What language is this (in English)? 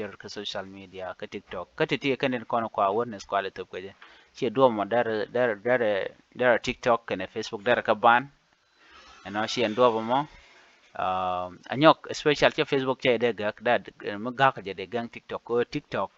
Nuer